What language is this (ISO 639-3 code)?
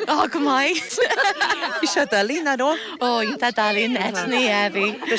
gle